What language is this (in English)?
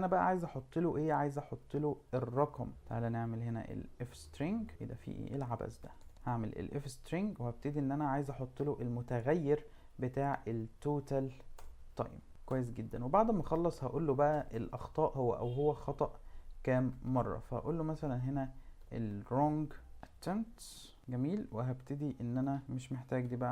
Egyptian Arabic